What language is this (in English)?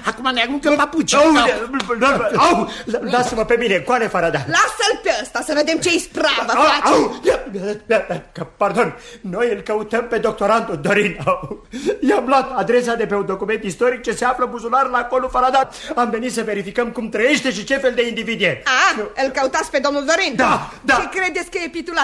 Romanian